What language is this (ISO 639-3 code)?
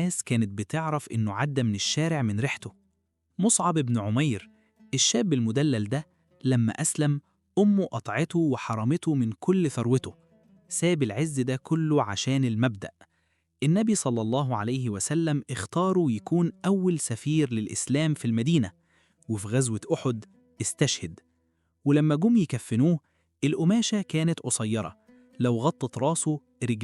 arz